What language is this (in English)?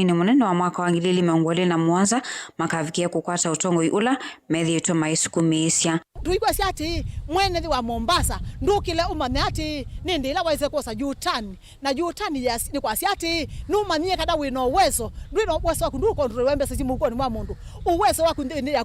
Kamba